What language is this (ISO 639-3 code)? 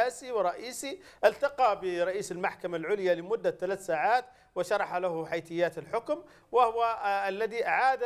ara